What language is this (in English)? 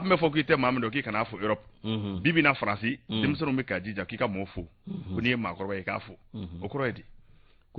Bambara